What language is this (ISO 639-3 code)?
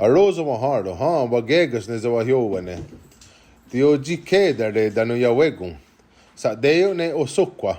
moh